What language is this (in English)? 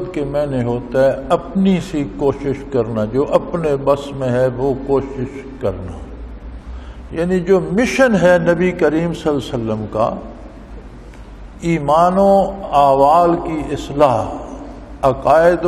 Urdu